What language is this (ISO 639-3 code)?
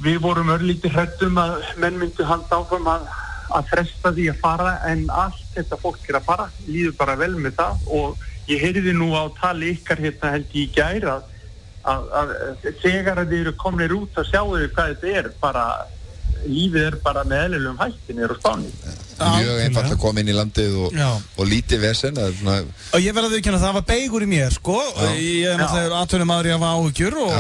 isl